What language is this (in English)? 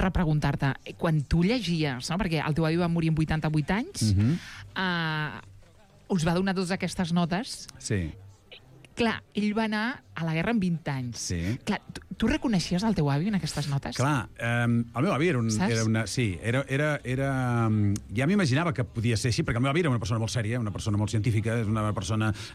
Catalan